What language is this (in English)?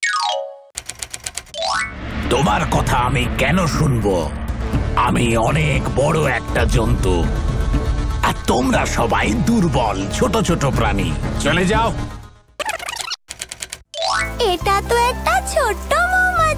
Bangla